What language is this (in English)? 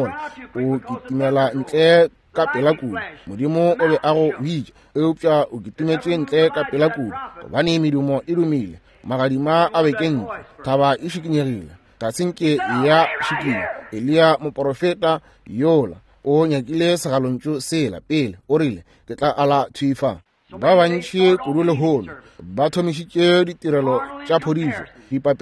Northern Sotho